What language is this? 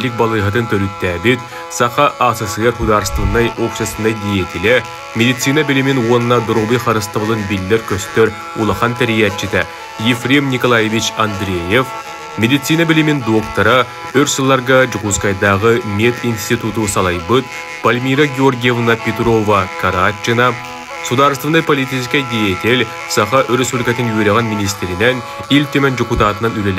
Yakut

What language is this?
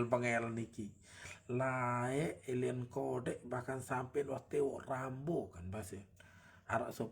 Sasak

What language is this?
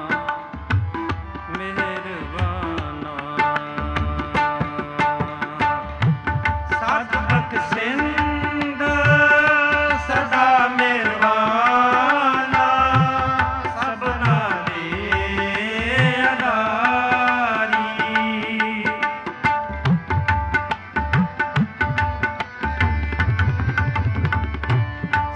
Punjabi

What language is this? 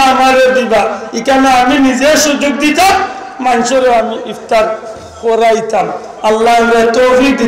Sylheti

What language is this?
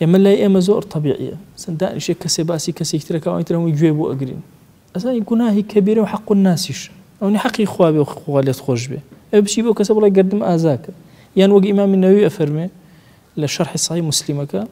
Central Kurdish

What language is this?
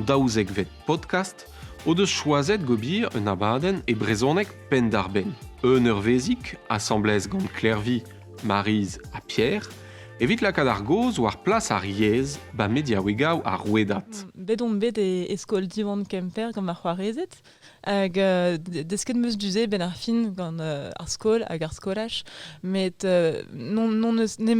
Breton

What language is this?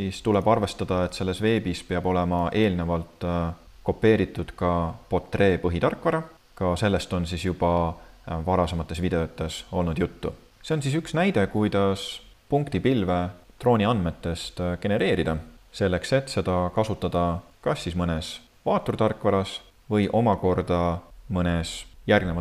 Estonian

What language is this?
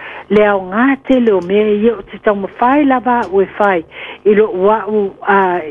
Samoan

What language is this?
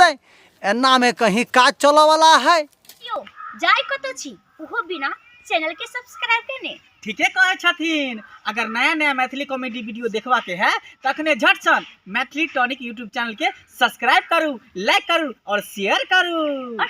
Maithili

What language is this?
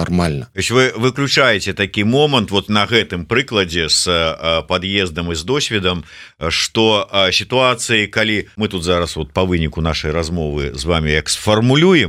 Belarusian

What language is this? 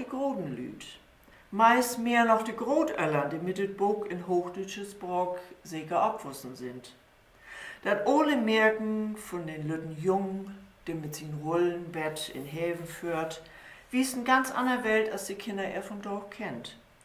Low German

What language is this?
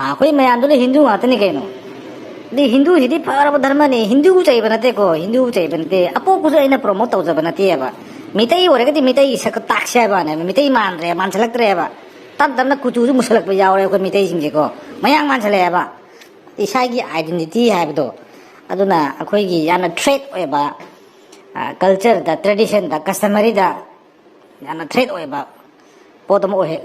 Manipuri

